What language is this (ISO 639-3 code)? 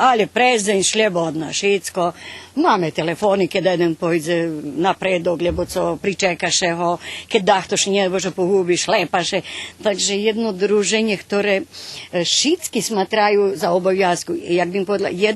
rue